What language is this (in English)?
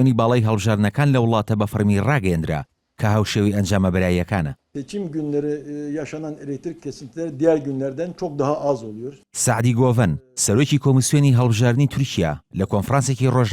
Central Kurdish